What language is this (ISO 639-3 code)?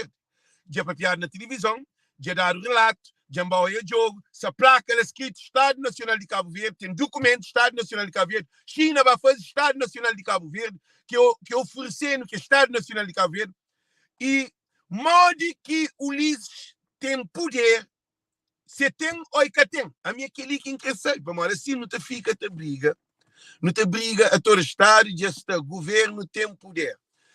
kea